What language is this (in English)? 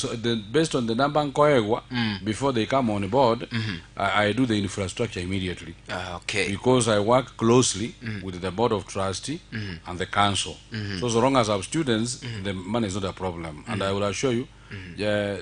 Gusii